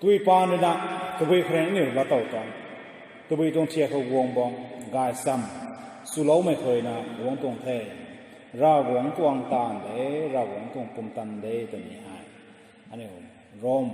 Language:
Rongmei Naga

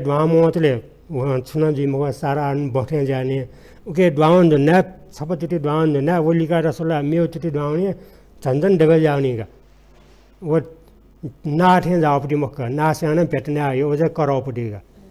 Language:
Newari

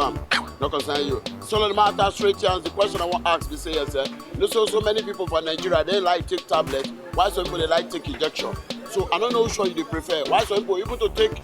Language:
Nigerian Pidgin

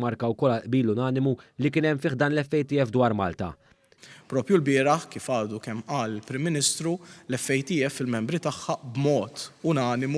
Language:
Maltese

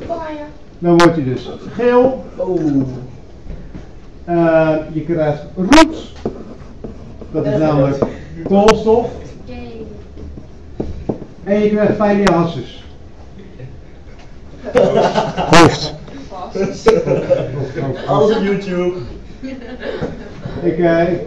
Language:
Dutch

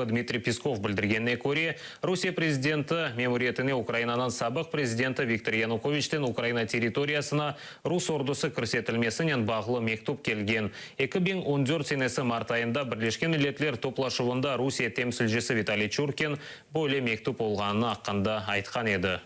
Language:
Crimean Tatar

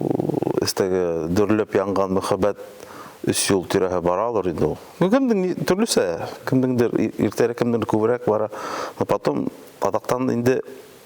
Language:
Bashkir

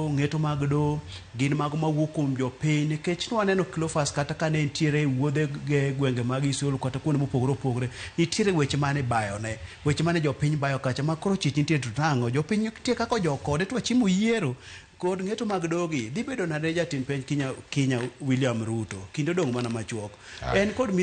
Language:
Luo (Kenya and Tanzania)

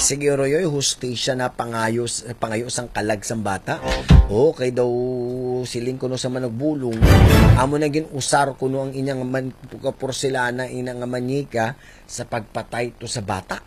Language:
Hiligaynon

